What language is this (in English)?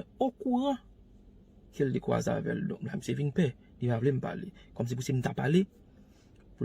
Haitian Creole